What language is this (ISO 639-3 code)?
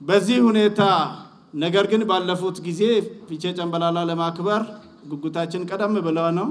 sid